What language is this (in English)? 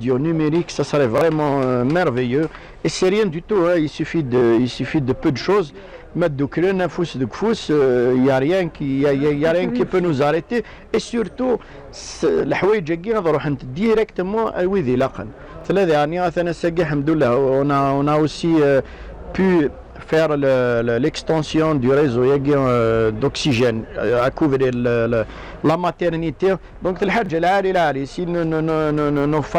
Kabyle